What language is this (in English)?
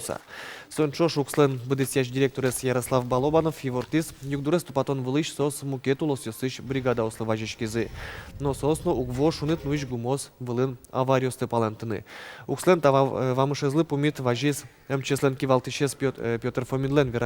Udmurt